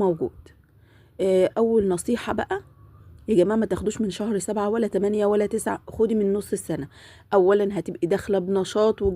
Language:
Egyptian Arabic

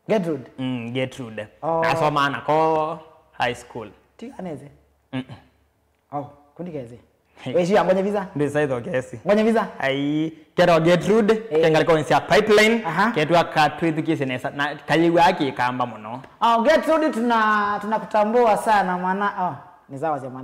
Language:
Kamba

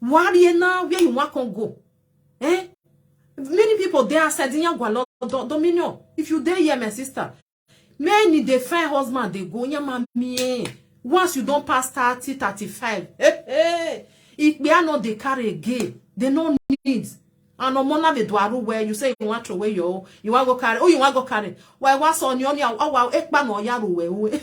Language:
Nigerian Pidgin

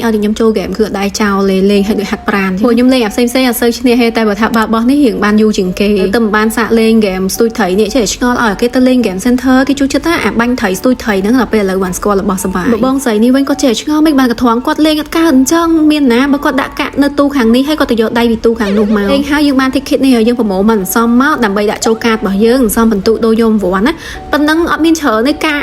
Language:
Khmer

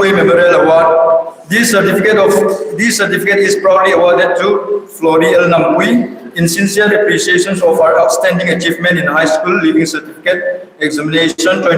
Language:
Hmar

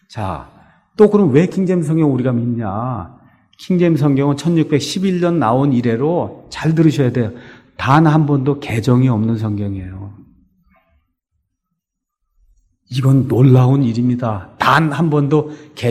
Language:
Korean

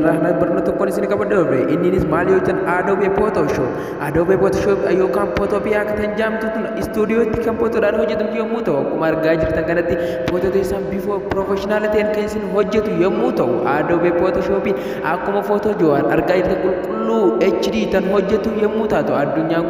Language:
Oromo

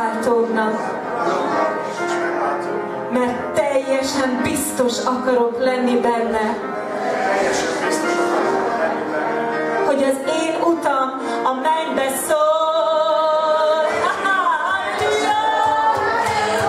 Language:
Hungarian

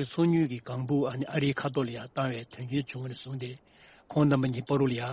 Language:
Tibetan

